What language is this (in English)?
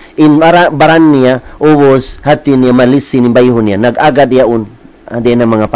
Tausug